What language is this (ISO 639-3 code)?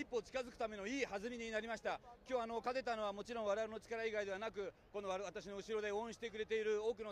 jpn